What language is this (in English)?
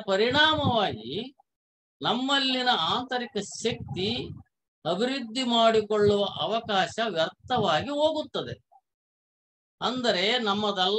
Kannada